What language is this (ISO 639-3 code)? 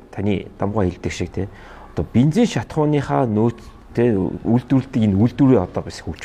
mon